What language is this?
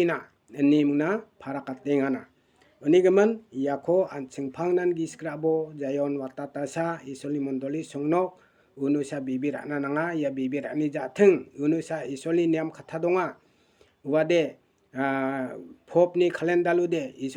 Garo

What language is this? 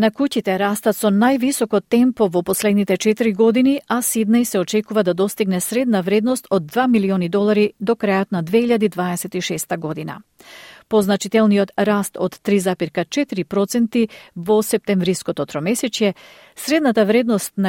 Macedonian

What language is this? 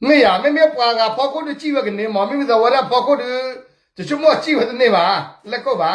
S'gaw Karen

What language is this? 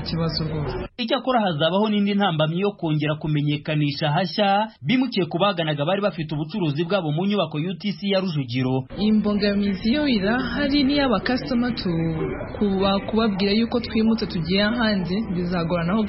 Kinyarwanda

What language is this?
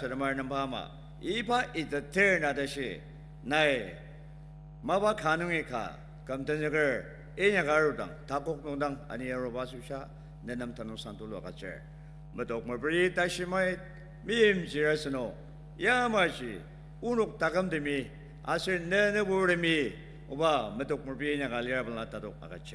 Ao Naga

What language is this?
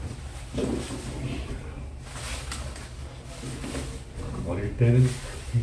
Korean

